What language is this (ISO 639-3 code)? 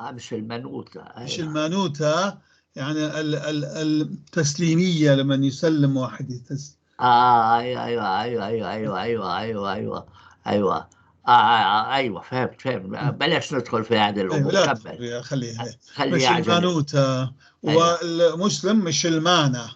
apc